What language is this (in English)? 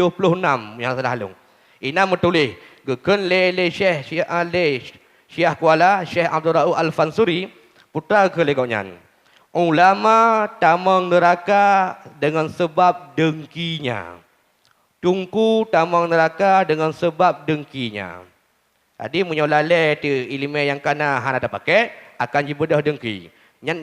Achinese